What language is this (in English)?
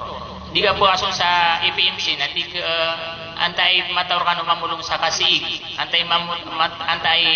Maranao